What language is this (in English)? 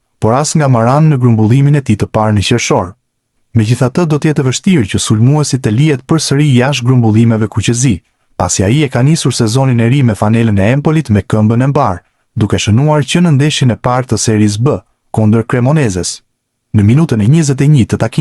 Albanian